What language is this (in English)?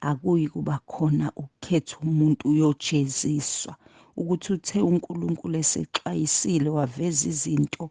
Zulu